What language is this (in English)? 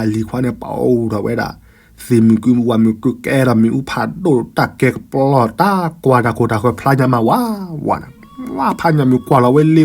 S'gaw Karen